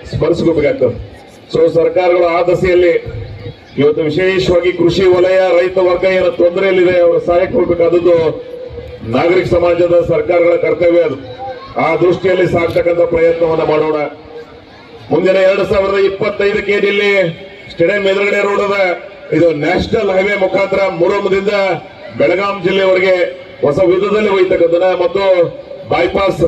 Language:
Kannada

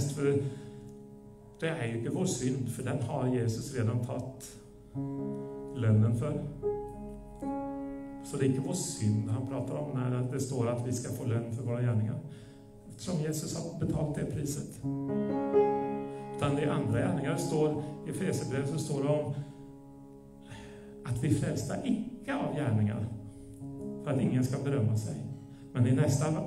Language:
Norwegian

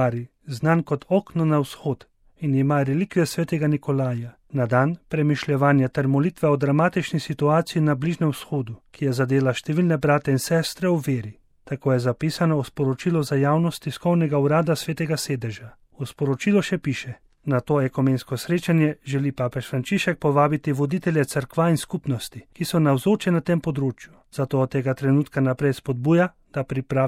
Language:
Slovenian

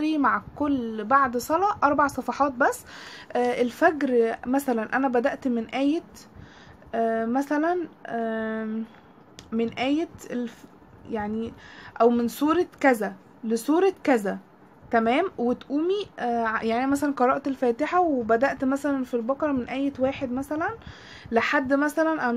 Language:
Egyptian Arabic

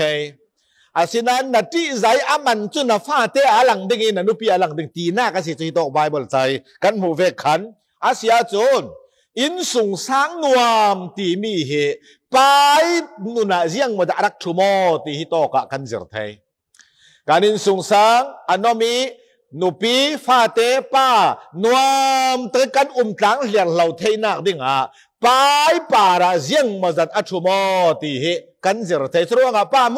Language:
Falam Chin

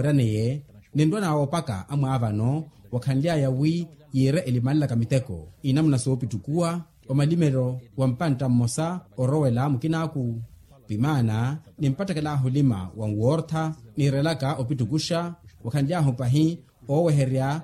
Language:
Makhuwa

